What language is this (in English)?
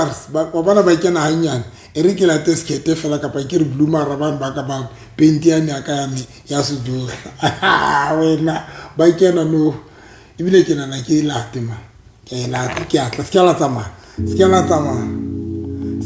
Southern Sotho